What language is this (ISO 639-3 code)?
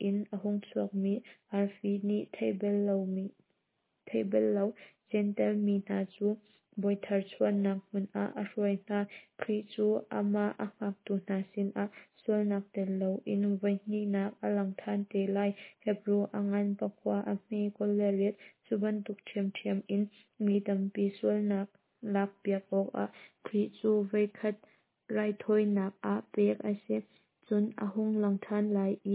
cnh